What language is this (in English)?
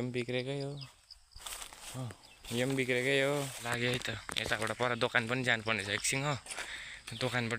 Nepali